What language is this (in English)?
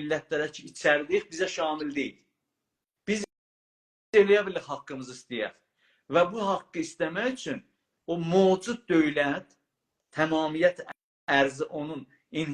South Azerbaijani